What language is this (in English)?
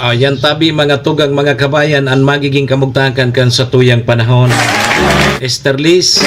Bikol